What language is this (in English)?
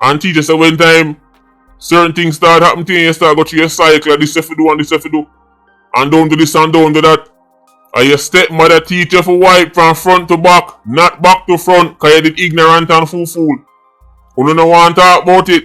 Jamaican Creole English